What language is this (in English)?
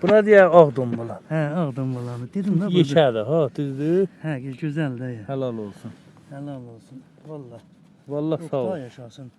South Azerbaijani